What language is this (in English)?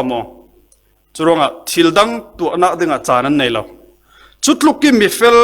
Falam Chin